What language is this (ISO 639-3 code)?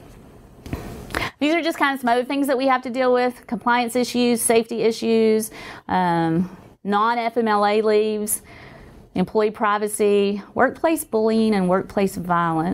eng